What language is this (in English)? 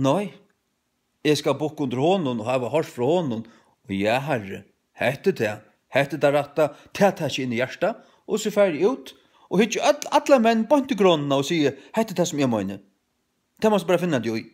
Faroese